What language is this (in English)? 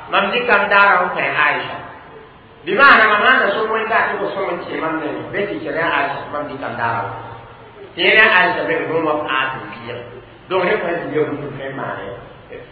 Mossi